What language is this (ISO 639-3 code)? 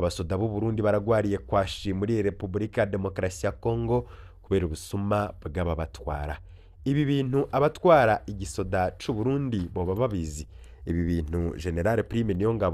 run